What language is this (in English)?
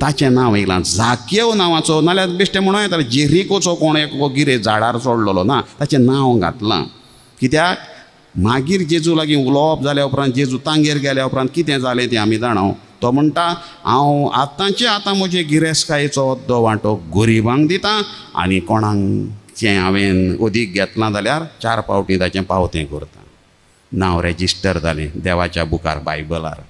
Konkani